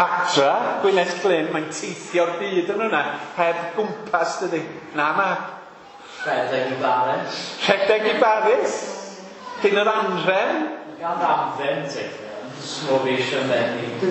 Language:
Welsh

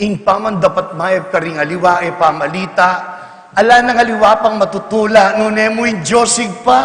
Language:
Pampanga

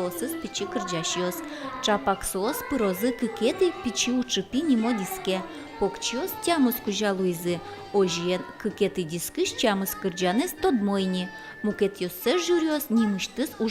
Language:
Udmurt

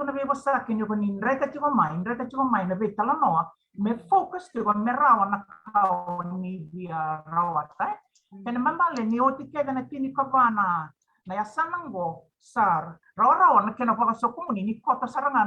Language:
Fijian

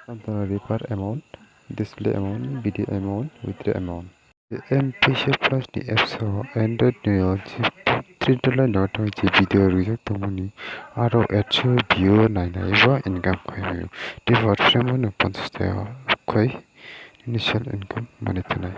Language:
Kok Borok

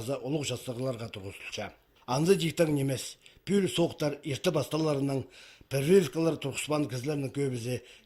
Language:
Khakas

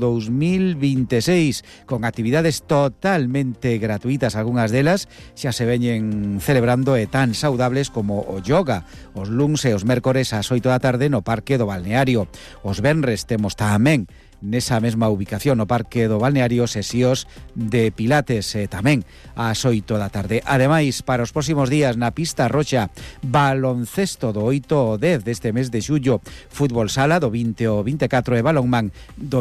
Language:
Galician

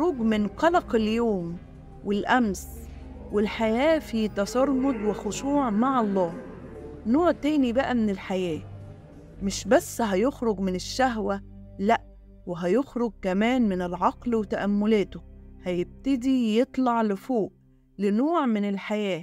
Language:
Egyptian Arabic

